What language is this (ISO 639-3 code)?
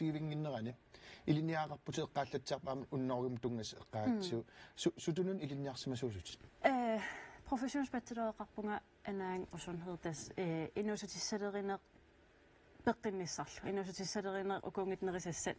kal